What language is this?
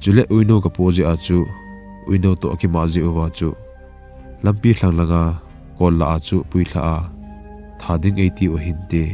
Thado Chin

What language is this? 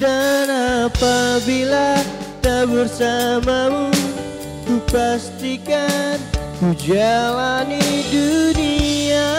Musi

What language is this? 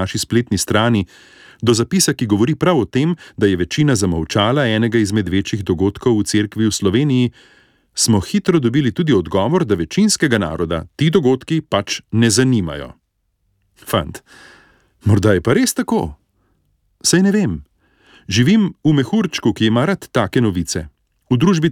Slovenian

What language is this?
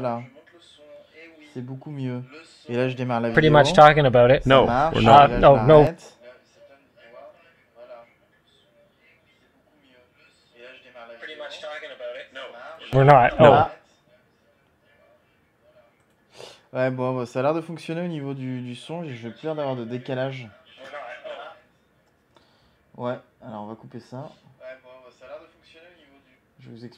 French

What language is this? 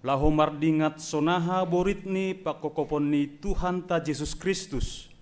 Batak Simalungun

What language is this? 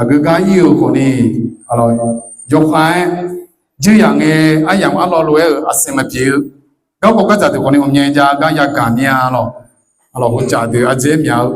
Akha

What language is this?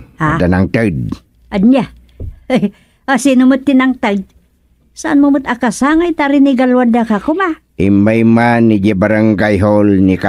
Iloko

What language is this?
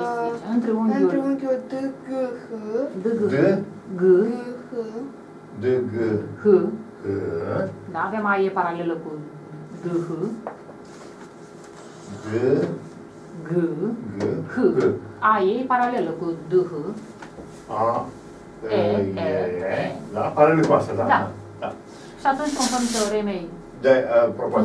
Romanian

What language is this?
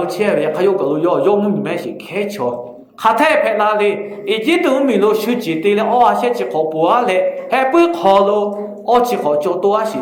Lahu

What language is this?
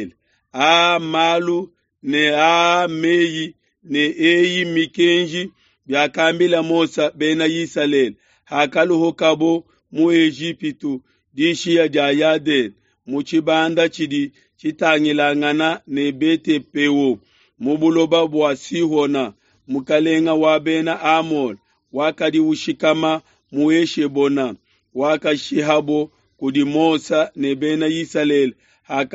Luba-Lulua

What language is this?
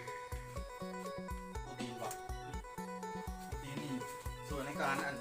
Lao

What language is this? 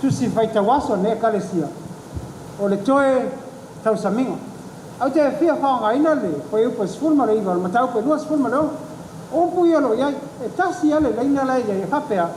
Samoan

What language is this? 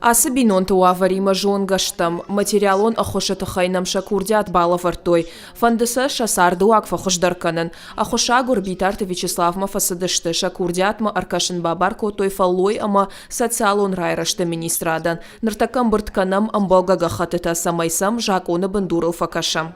Ossetic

